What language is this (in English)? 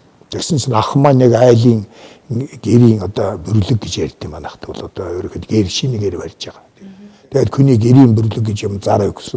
Mongolian